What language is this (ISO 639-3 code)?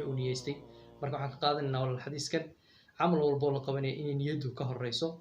som